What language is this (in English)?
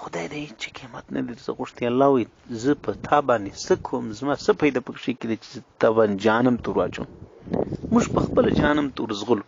Pashto